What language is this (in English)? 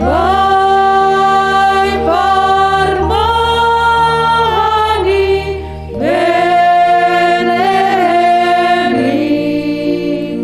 Batak Simalungun